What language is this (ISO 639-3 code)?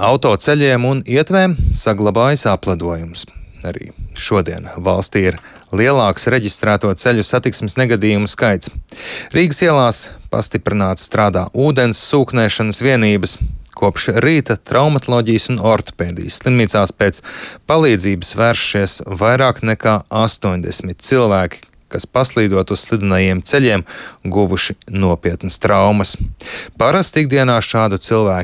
lav